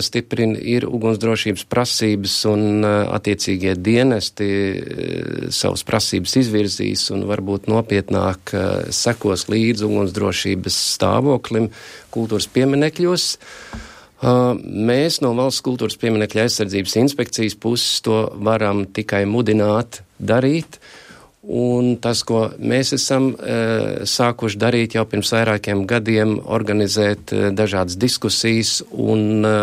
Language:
Latvian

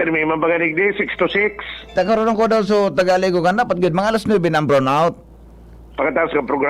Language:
Bikol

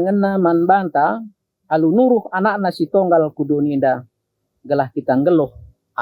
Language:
Batak Karo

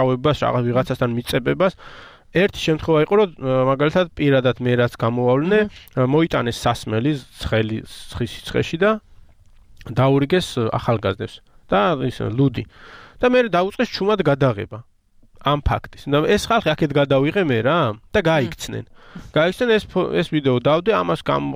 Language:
Georgian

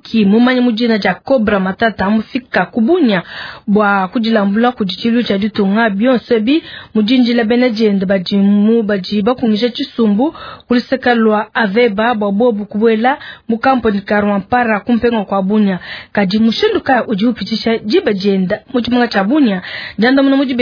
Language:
Luba-Lulua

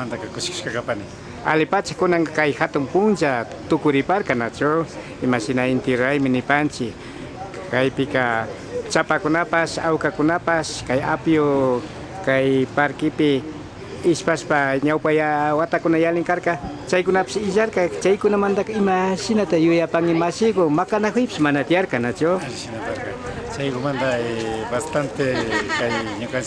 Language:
Imbabura Highland Quichua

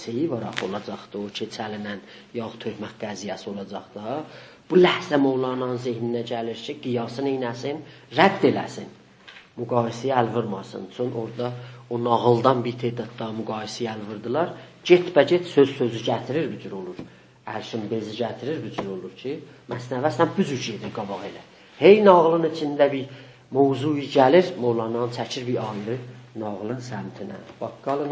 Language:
South Azerbaijani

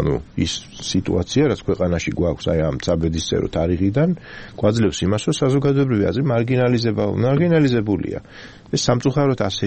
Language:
Georgian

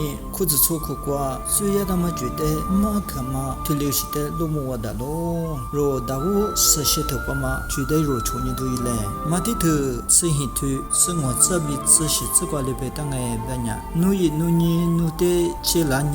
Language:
Lisu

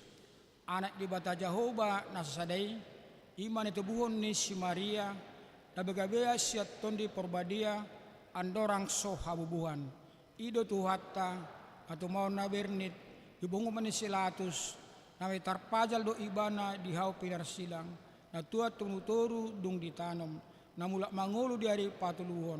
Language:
Batak Toba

